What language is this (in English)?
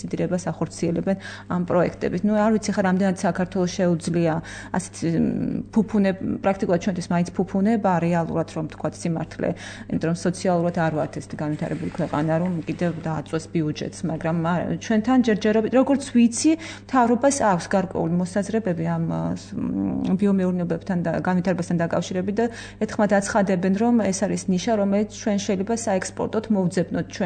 Georgian